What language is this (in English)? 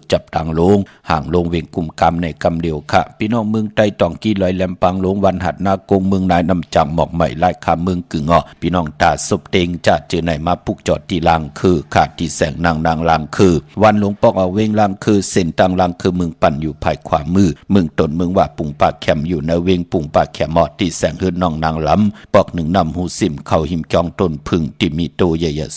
Shan